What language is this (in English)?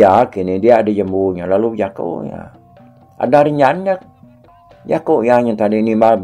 Iban